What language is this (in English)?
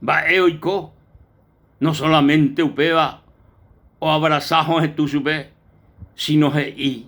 Guarani